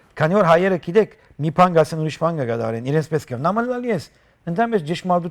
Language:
Western Armenian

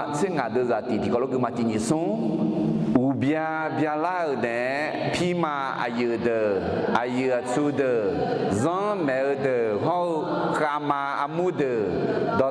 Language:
Akha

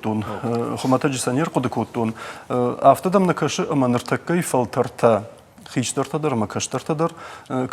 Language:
Ossetic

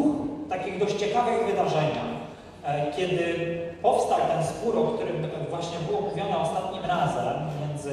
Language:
Polish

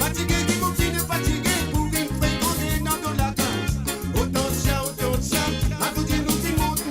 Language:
Morisyen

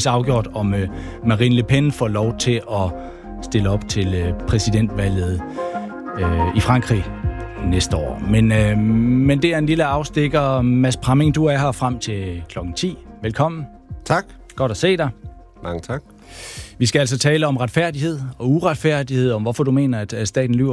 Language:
Danish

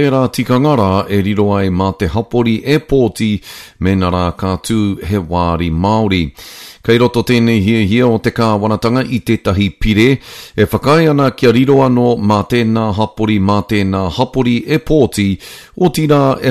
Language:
Māori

